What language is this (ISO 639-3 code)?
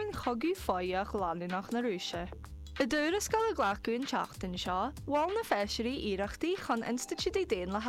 gle